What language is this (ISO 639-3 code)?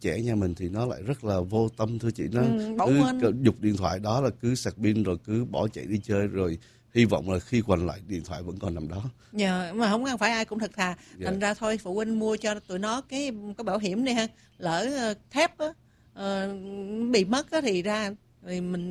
vie